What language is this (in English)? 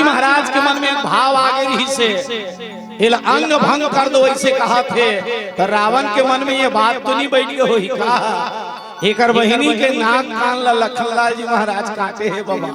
Chhattisgarhi